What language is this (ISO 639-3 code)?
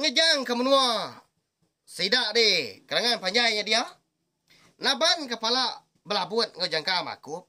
iba